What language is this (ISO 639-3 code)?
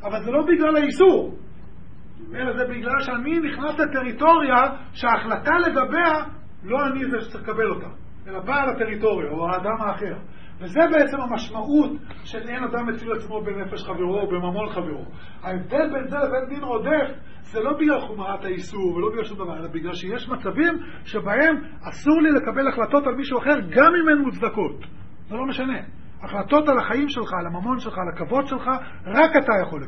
heb